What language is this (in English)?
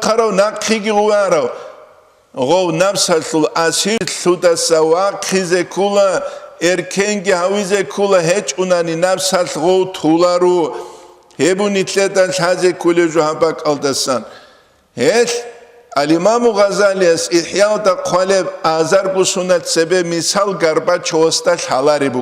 Avaric